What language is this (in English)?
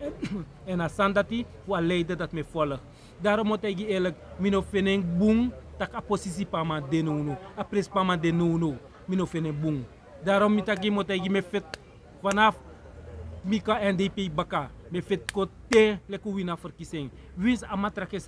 Sranan Tongo